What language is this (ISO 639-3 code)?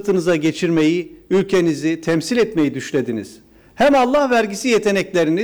tur